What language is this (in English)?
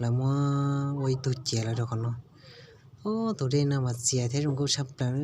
Hmong